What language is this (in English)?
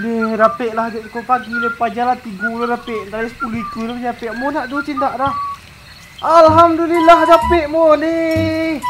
Minangkabau